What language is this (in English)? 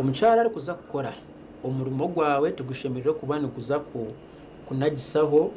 Nyankole